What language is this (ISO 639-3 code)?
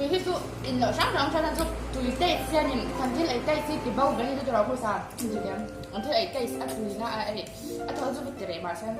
lus